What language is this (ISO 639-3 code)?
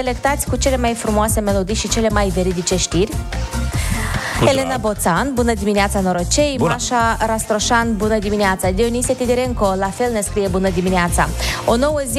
ron